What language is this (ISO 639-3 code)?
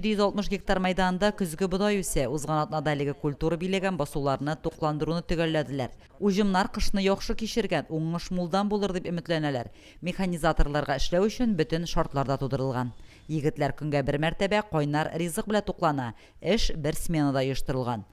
tat